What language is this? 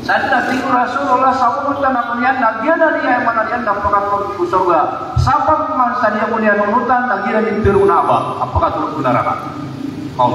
Maranao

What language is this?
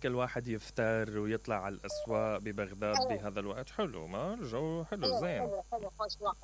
Mesopotamian Arabic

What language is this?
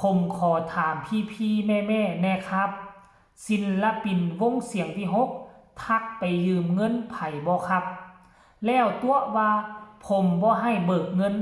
Northeastern Thai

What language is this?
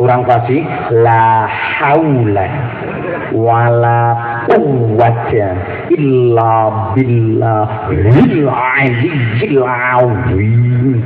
Javanese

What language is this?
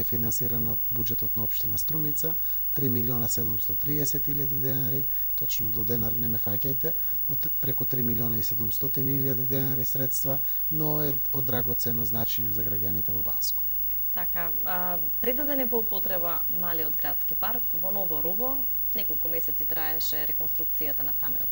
Macedonian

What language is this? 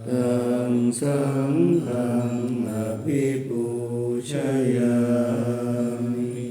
Pali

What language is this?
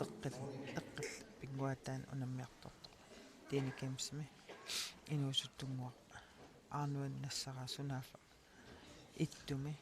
Kalaallisut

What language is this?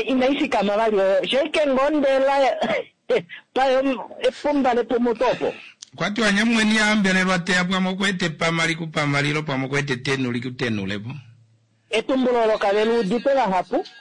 Kuanyama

